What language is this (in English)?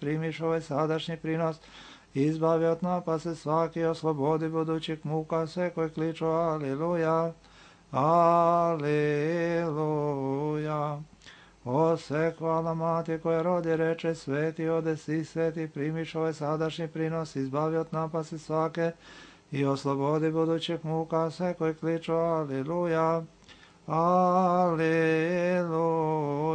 Serbian